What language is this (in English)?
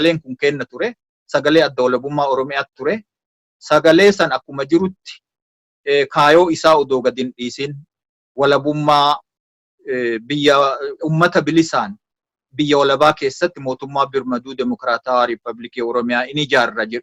Oromo